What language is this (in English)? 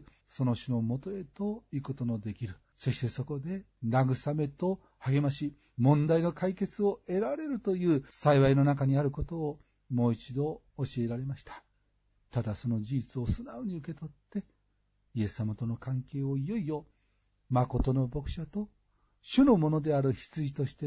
Japanese